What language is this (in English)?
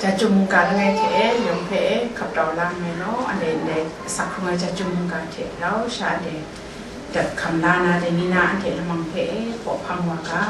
Kachin